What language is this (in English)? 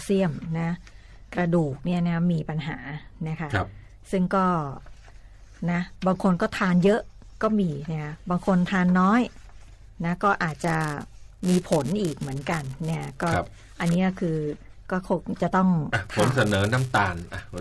Thai